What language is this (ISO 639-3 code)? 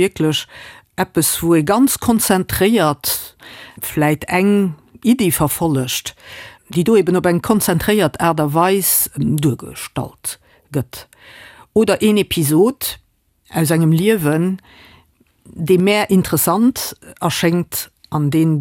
ltz